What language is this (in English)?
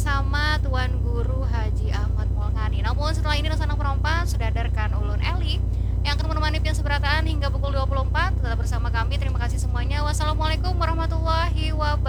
Banjar